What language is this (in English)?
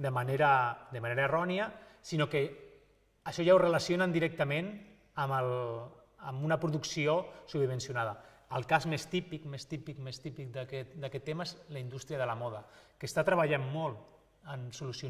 Catalan